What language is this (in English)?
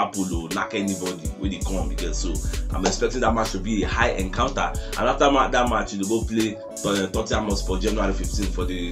Nigerian Pidgin